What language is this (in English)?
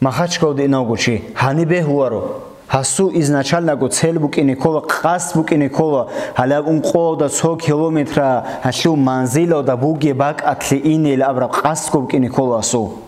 Avaric